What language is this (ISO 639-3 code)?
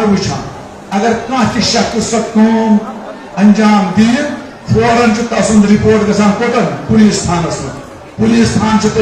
kas